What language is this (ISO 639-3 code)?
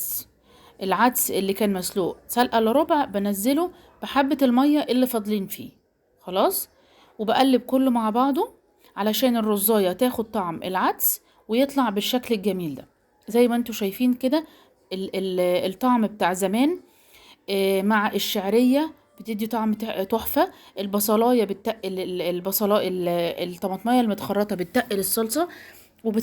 arz